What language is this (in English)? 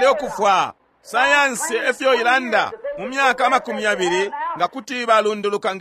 Bemba